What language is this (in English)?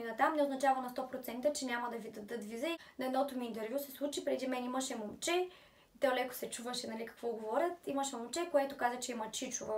Bulgarian